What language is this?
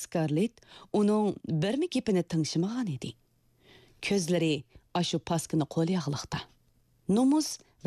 Uyghur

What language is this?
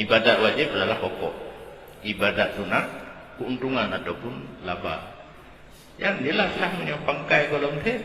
Achinese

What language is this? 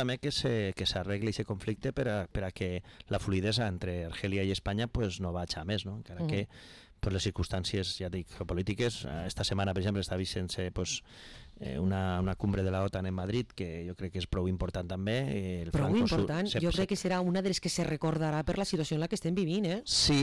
Catalan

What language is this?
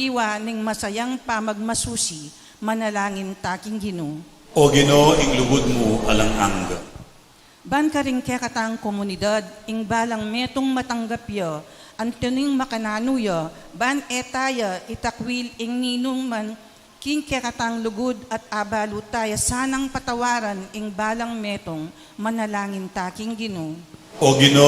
Pampanga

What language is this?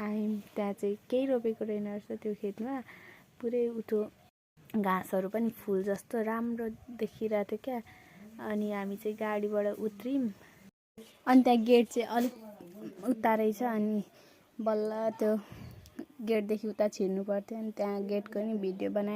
Nepali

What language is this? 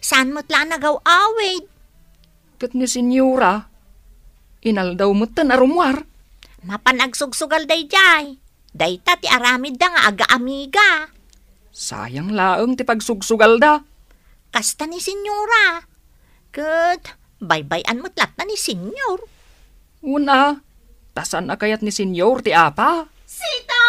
Iloko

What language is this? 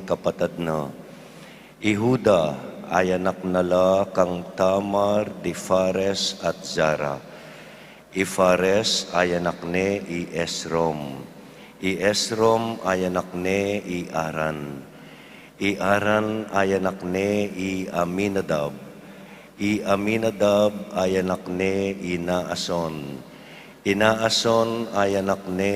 Pampanga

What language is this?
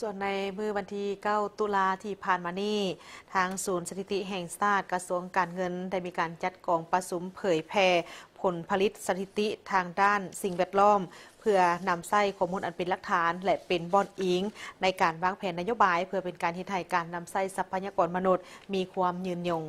Lao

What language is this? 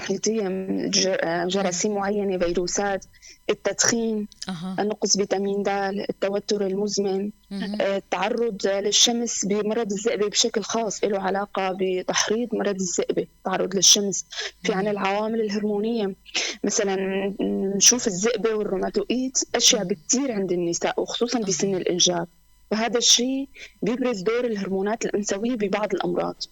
North Levantine Arabic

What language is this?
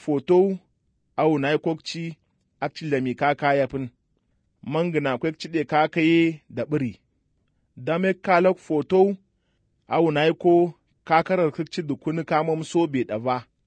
Hausa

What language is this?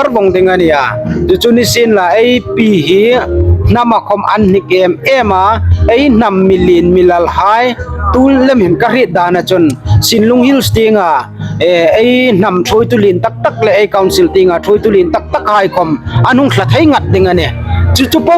Hmar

